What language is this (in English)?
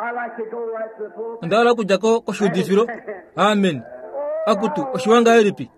Kuanyama